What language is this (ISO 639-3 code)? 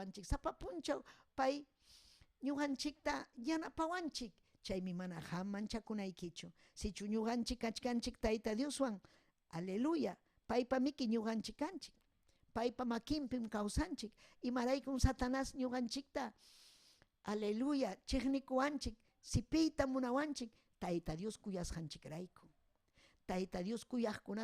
quy